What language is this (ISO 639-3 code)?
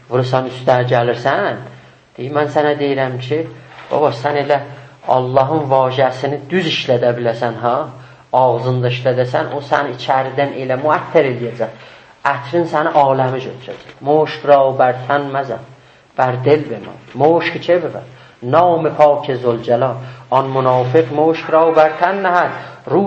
azb